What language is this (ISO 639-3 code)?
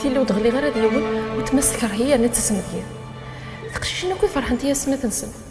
kab